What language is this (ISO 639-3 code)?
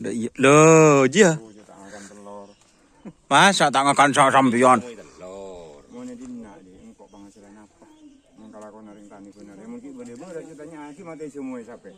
mad